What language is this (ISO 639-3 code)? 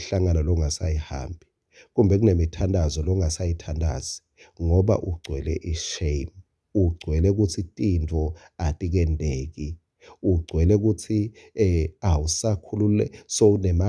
ssw